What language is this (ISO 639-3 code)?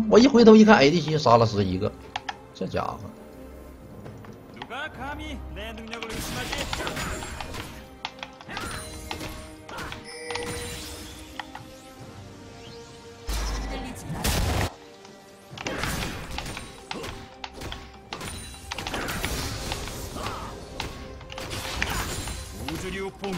zho